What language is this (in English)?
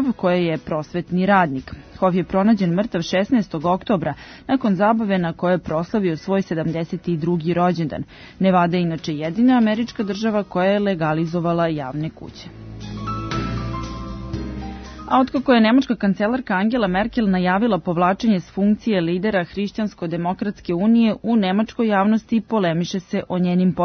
Serbian